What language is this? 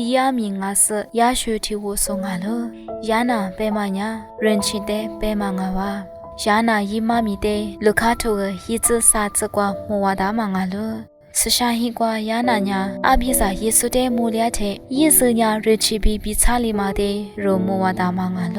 Lisu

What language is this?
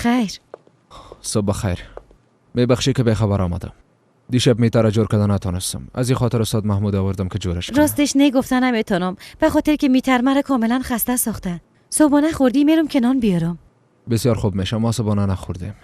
Persian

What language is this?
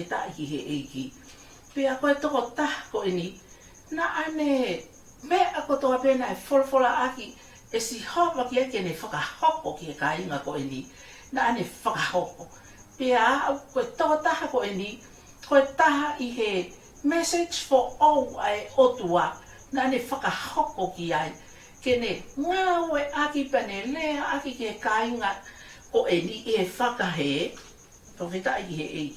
Tongan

